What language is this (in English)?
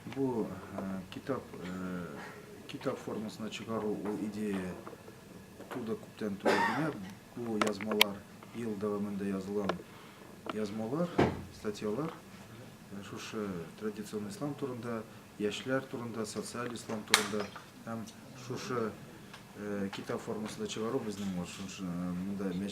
Tatar